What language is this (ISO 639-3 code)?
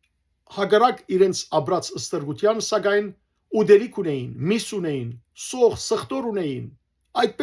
hyw